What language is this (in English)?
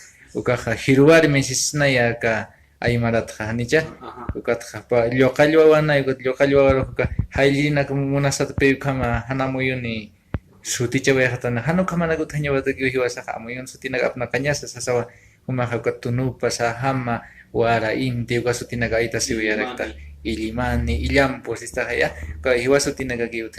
Aymara